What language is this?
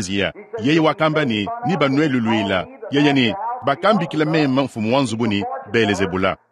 Luba-Lulua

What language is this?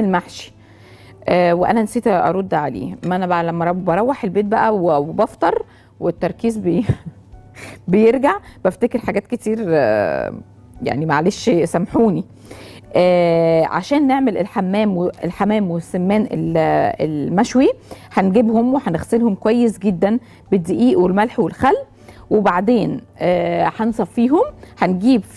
Egyptian Arabic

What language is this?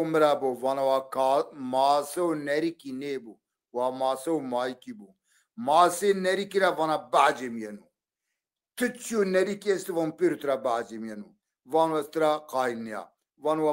Zaza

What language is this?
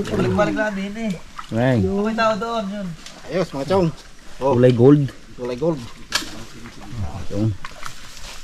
Filipino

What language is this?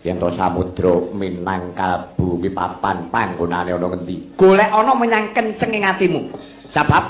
Javanese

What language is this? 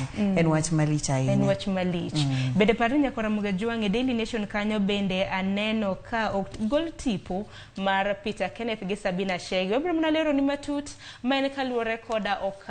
Luo (Kenya and Tanzania)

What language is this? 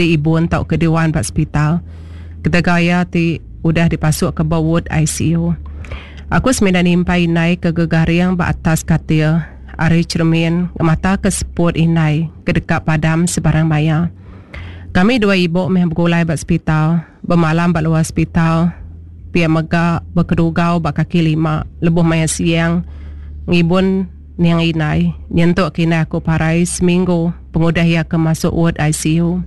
Iban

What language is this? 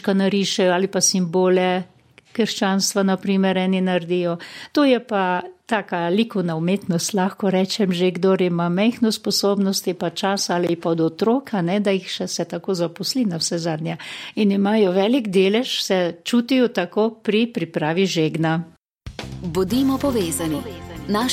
Slovenian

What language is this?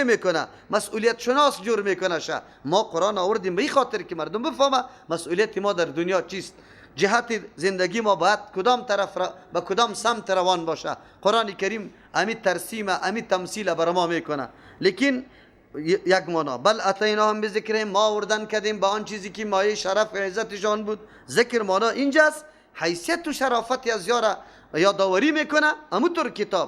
Persian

